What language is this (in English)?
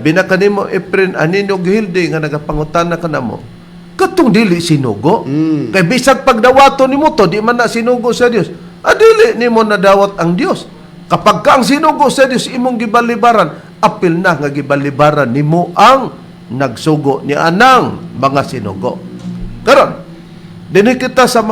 Cebuano